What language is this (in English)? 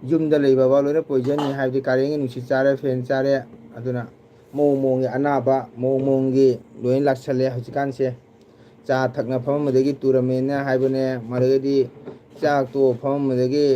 Manipuri